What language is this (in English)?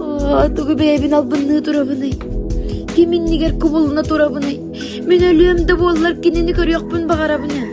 Yakut